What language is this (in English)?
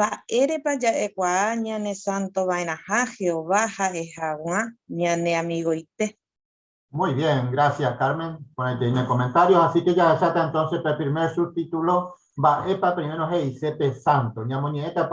Guarani